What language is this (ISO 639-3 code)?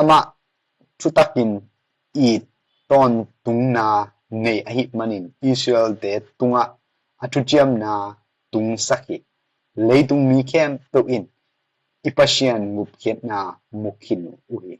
ctd